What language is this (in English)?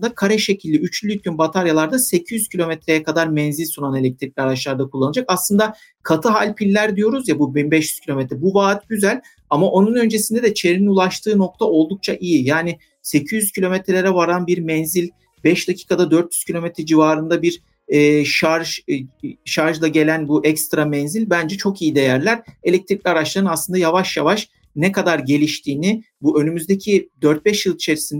Turkish